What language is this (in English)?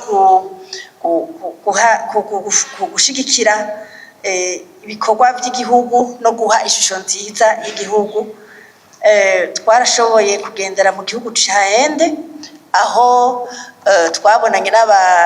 Rundi